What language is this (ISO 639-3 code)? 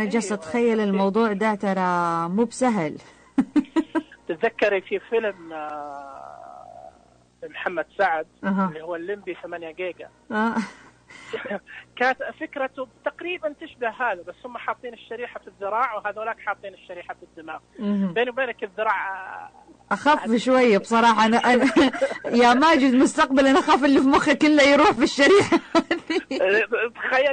ars